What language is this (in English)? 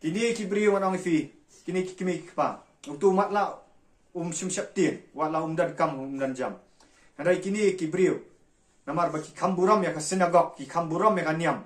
Khasi